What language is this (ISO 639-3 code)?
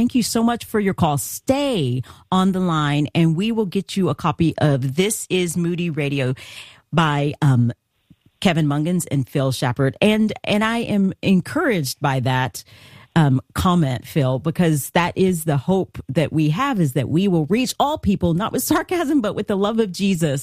eng